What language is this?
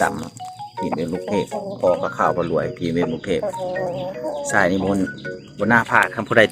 Lao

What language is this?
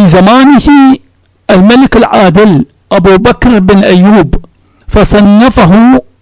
Arabic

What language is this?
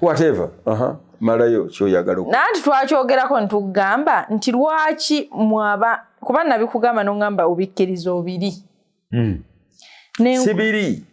Ganda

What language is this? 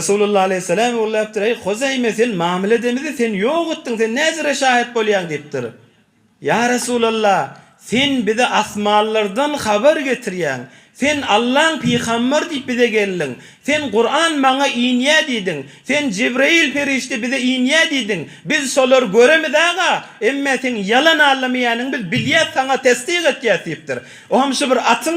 Turkmen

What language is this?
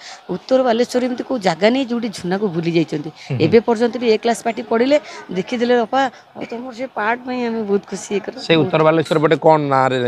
Odia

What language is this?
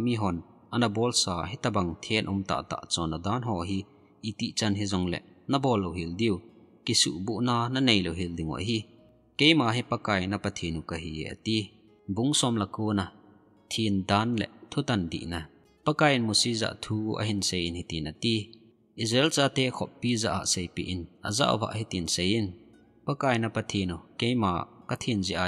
Thado Chin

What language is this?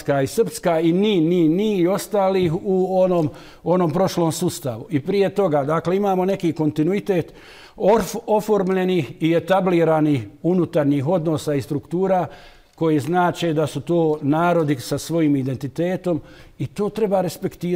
Bosnian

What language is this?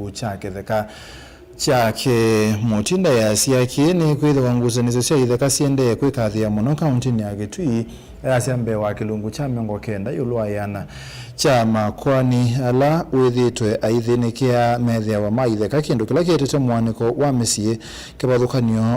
Kamba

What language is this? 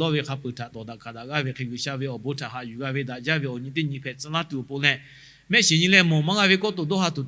Lahu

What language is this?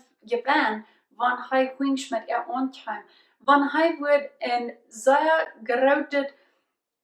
Plautdietsch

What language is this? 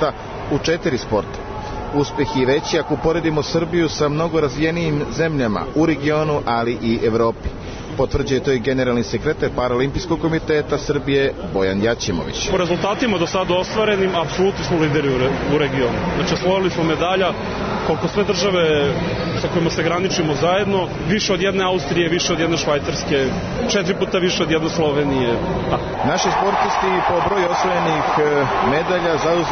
Serbian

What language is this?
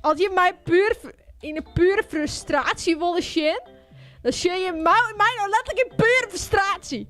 Western Frisian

